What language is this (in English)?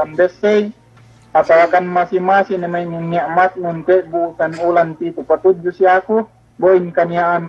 Yakan